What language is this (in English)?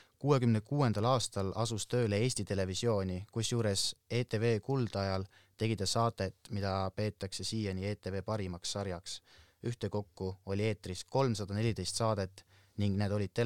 Estonian